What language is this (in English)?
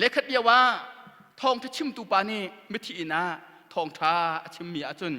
Hakha Chin